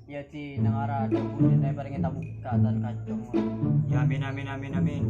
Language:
Madurese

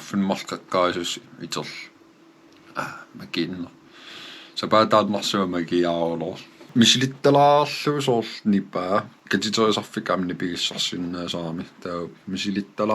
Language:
Kalaallisut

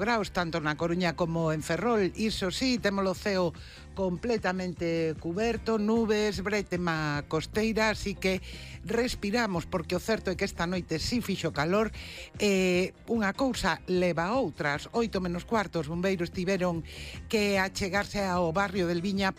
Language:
Galician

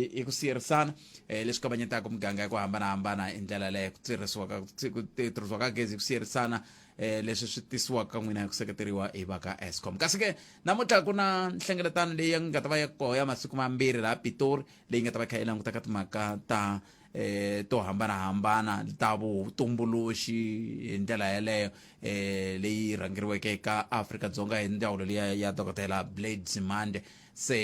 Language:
Tsonga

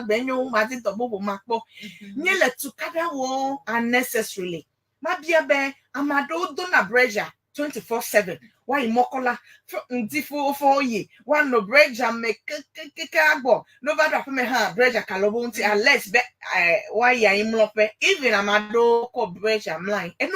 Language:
Ewe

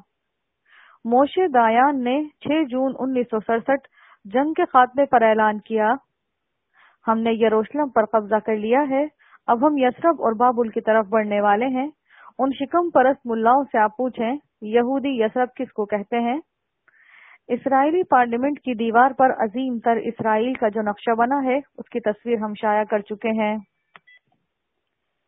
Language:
Urdu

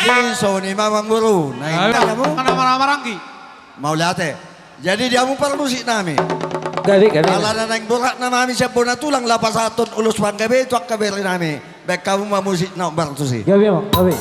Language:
Batak Toba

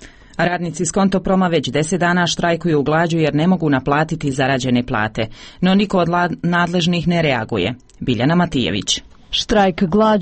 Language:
Croatian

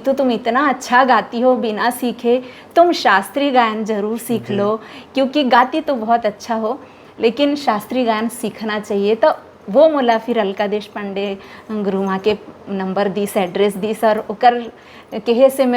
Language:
Chhattisgarhi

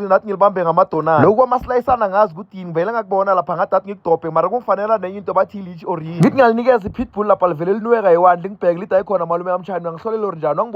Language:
Zulu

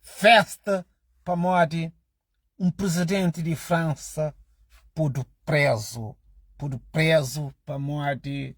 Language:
Kabuverdianu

